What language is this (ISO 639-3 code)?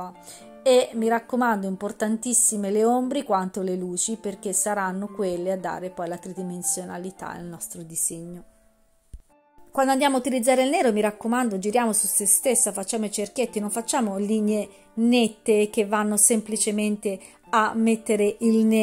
ita